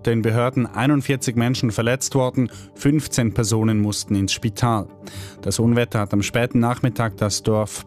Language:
German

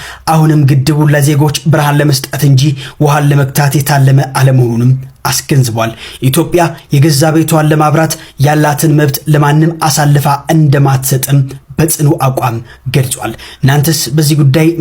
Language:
Amharic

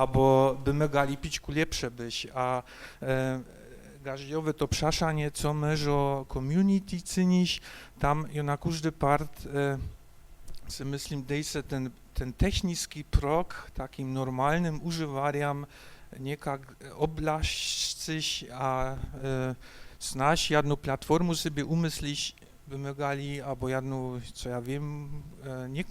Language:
Upper Sorbian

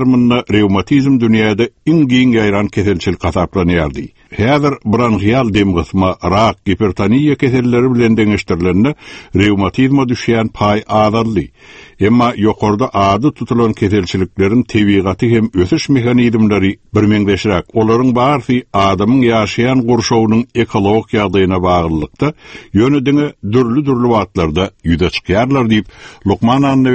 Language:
Turkmen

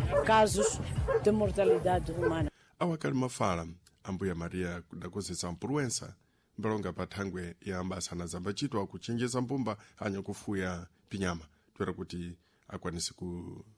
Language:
Sena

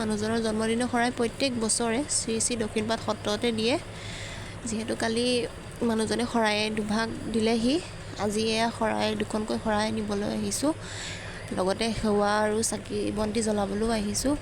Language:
Assamese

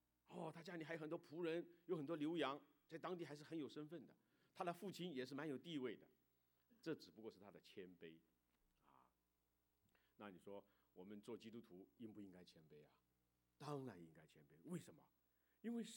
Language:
Chinese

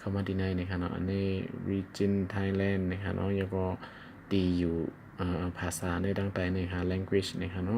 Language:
Shan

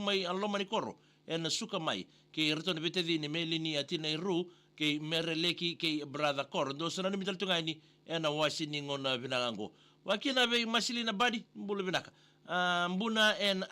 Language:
Fijian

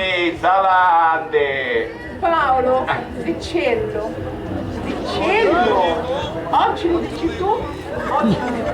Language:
Sicilian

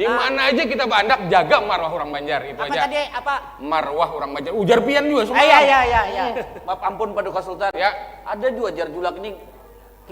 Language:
Banjar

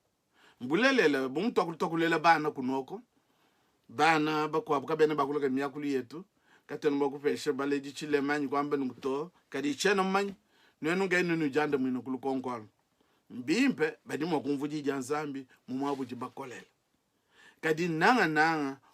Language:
Luba-Lulua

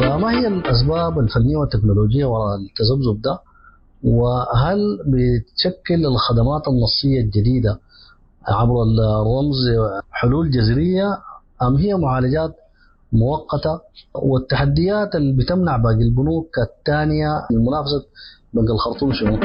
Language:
Sudanese Arabic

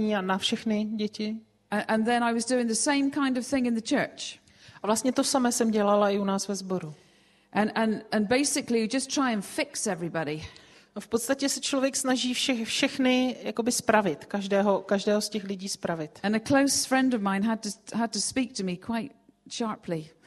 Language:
Czech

